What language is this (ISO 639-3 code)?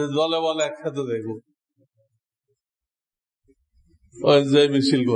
ben